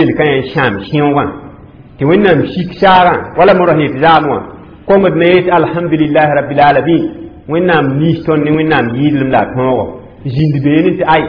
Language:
Mossi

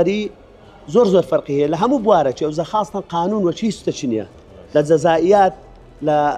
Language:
Central Kurdish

